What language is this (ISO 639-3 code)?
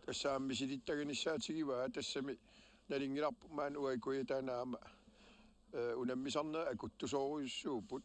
kal